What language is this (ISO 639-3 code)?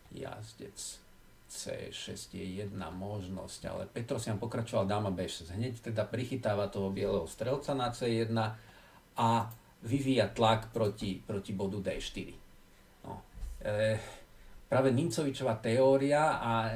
slk